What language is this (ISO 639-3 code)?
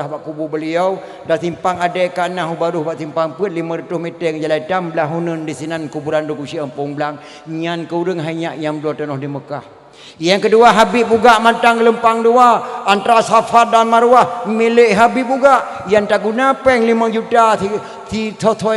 ace